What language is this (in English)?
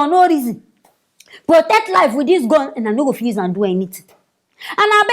Nigerian Pidgin